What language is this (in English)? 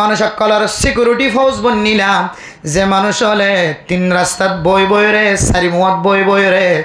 Rohingya